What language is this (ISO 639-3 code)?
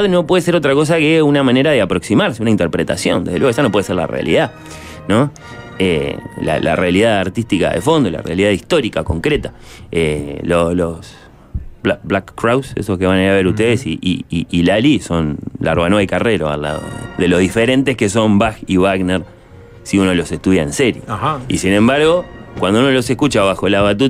spa